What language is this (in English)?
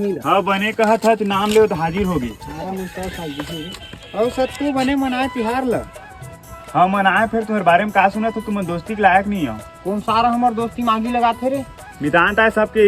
Chhattisgarhi